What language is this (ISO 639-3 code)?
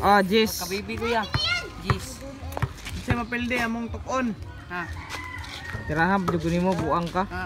ceb